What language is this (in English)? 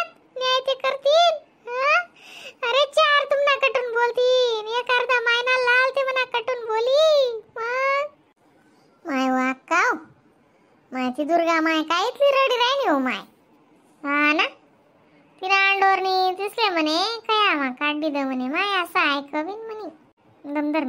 Khandesi